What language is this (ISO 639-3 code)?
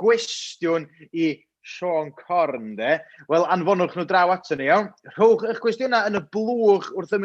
cym